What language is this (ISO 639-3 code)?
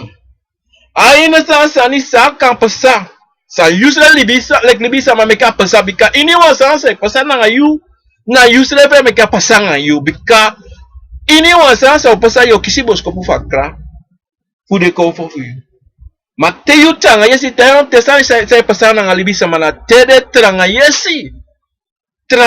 srn